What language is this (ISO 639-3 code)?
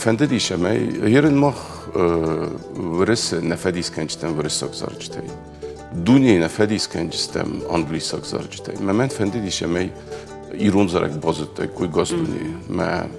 oss